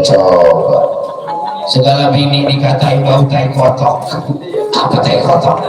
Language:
Betawi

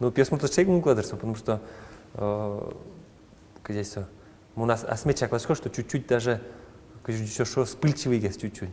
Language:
Udmurt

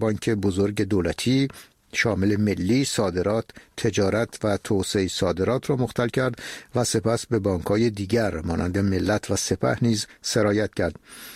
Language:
Persian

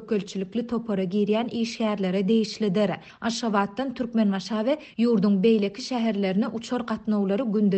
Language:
Turkmen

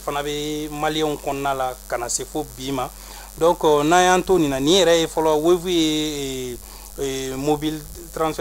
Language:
Bambara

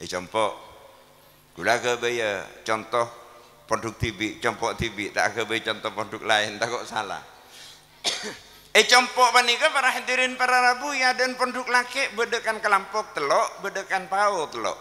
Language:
Madurese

